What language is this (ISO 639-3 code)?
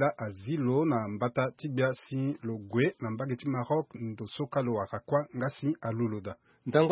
sag